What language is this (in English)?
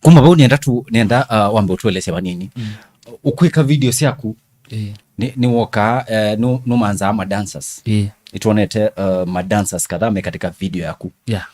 Kamba